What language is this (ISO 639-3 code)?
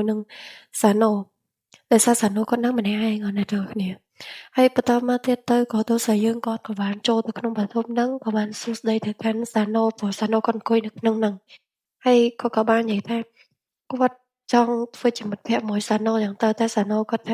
khm